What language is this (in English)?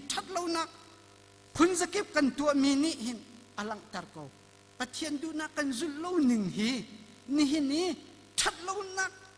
Hakha Chin